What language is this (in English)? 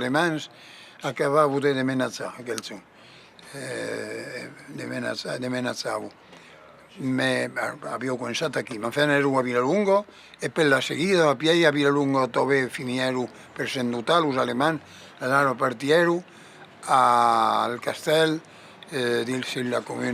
Occitan